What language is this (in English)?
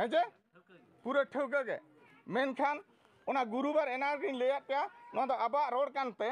Santali